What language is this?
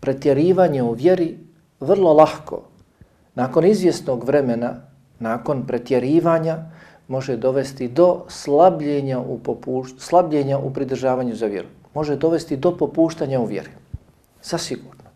Bosnian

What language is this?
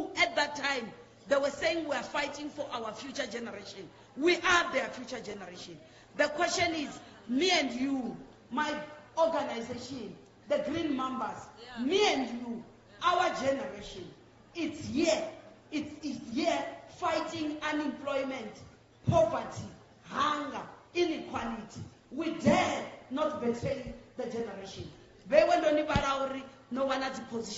Tsonga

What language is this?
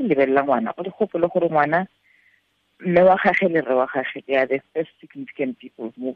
Tswana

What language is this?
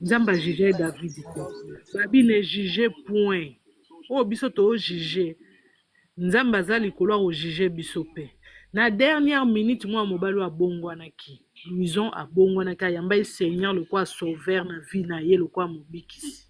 Lingala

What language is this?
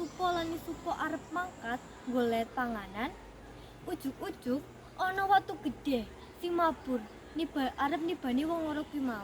Javanese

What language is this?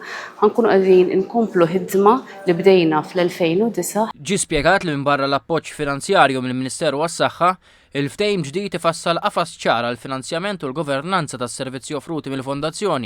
Maltese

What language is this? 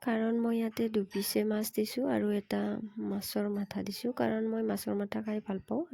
Assamese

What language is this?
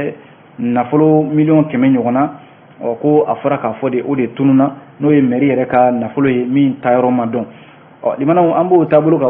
Bambara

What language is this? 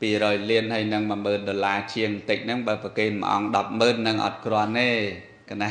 Khmer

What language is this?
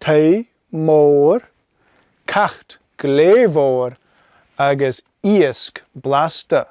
Scottish Gaelic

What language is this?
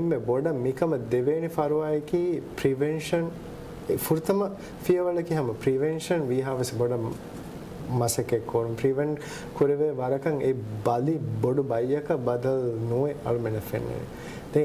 Divehi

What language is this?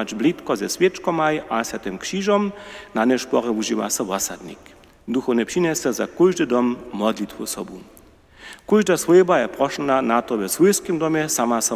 Upper Sorbian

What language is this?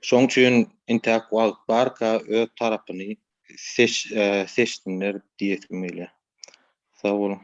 Turkmen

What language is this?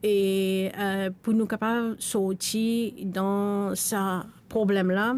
Morisyen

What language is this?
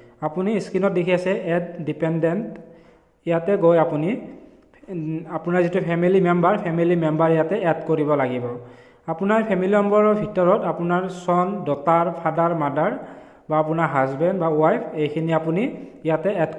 Assamese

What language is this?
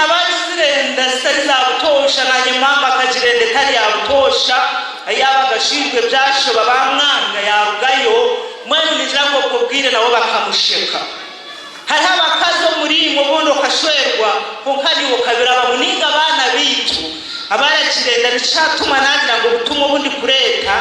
Nyankole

